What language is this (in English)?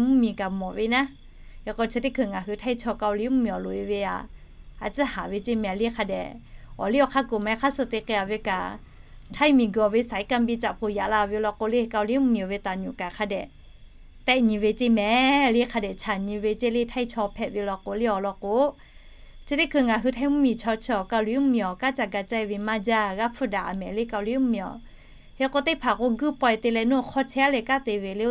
Lahu